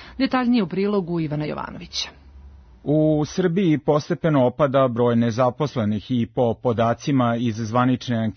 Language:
Serbian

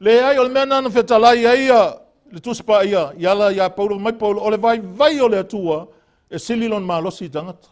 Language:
Samoan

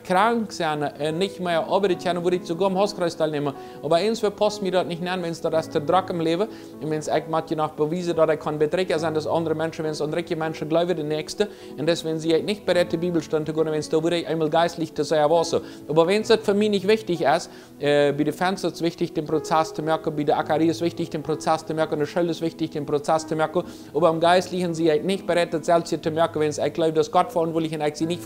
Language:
Plautdietsch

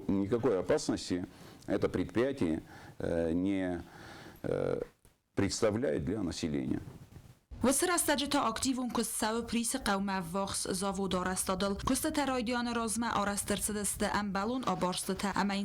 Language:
Ossetic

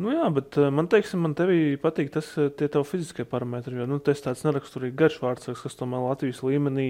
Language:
Latvian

